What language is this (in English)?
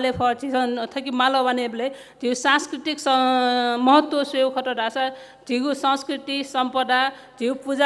Newari